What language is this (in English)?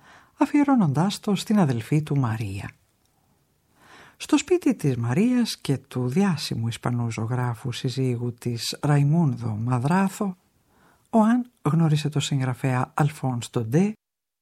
Greek